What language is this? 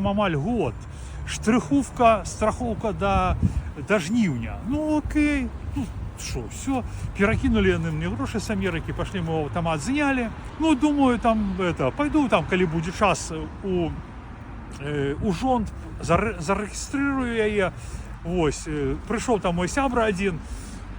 Belarusian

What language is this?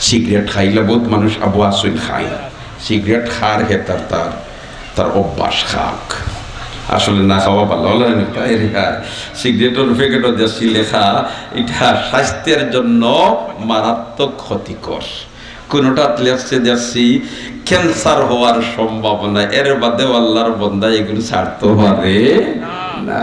Sylheti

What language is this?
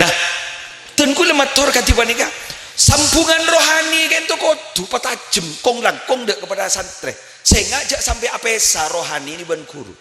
Madurese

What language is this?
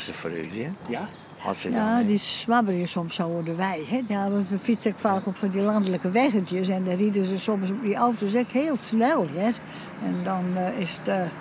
Western Frisian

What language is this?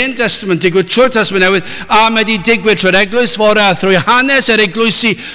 Welsh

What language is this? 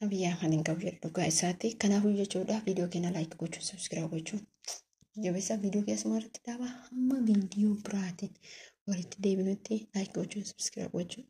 Oromo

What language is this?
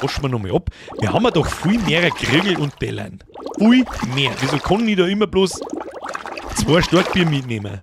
Bavarian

